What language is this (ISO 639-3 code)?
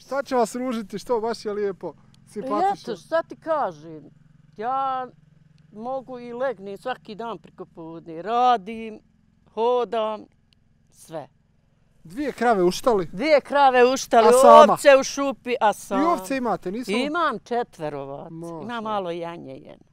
bos